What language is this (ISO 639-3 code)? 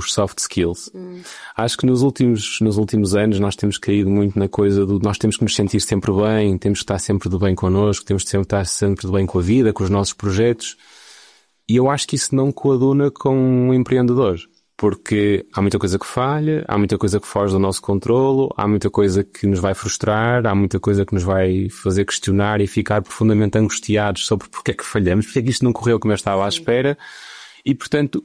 por